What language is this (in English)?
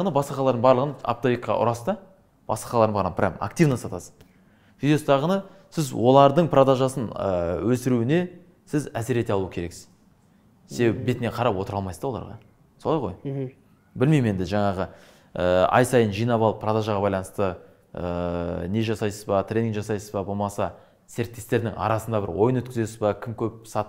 Kazakh